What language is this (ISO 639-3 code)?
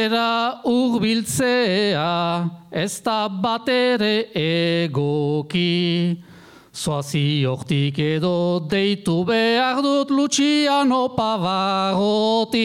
eus